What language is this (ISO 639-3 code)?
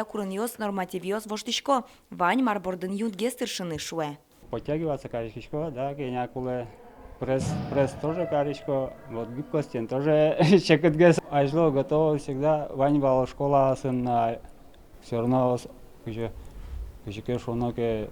udm